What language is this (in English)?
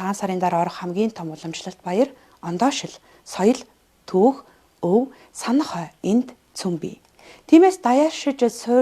Mongolian